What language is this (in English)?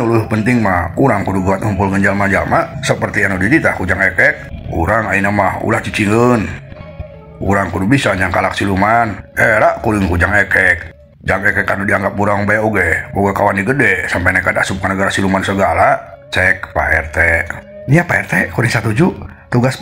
Sundanese